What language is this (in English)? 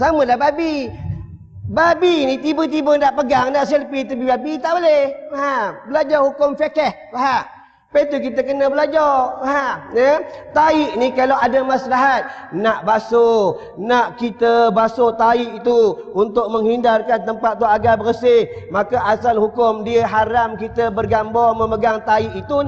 Malay